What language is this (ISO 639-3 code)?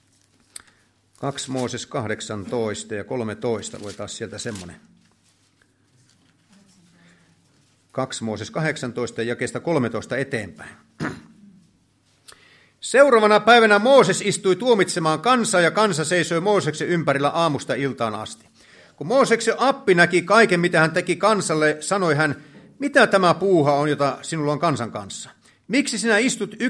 fin